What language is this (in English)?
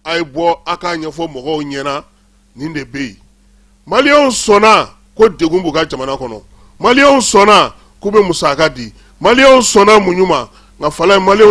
Bambara